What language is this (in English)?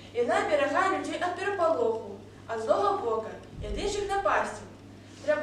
Belarusian